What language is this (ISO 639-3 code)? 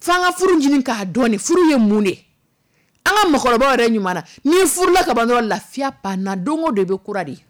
dyu